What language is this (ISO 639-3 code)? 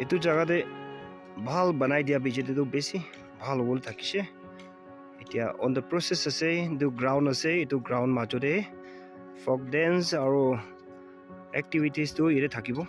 nag